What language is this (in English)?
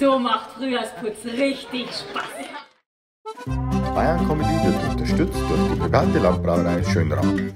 Bavarian